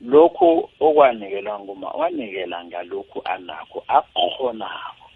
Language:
South Ndebele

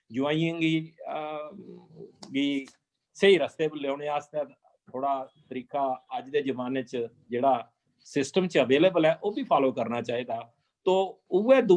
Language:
Dogri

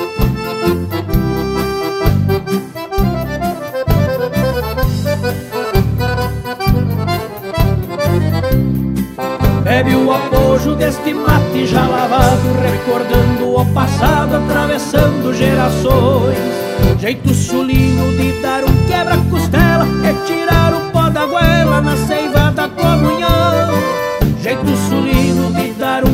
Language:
Portuguese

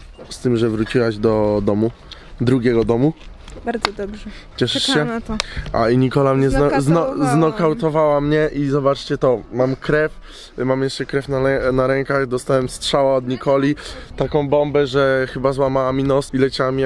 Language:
Polish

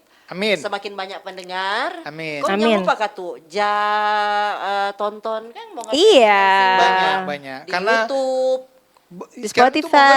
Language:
Manado Malay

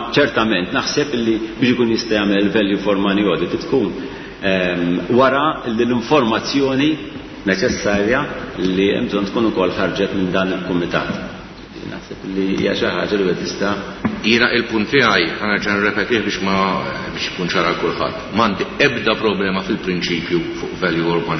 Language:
Maltese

